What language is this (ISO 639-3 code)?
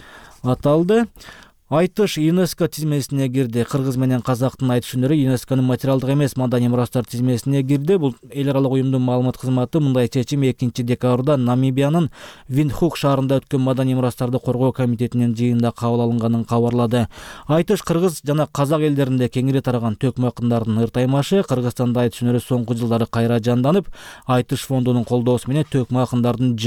kir